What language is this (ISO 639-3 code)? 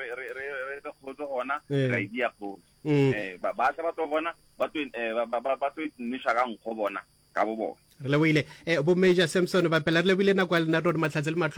nso